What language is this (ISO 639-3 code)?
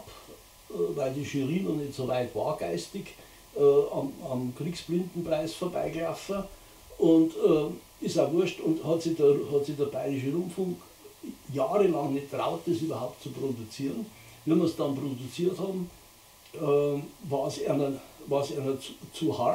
bar